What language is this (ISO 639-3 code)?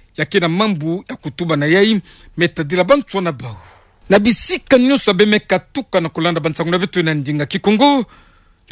ktu